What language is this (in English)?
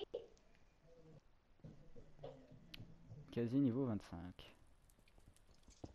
French